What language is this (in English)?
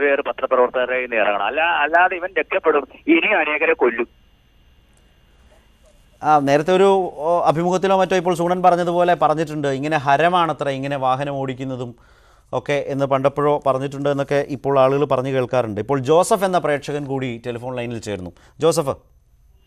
Malayalam